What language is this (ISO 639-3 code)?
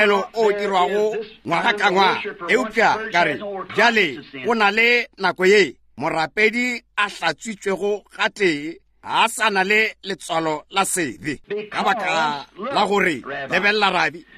nso